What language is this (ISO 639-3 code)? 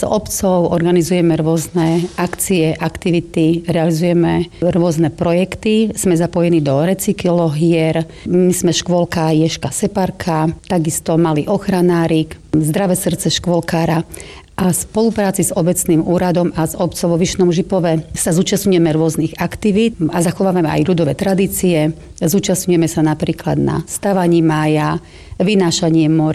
slk